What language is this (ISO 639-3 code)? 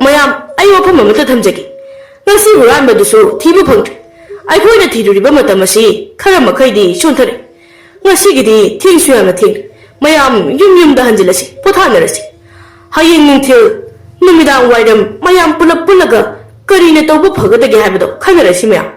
mni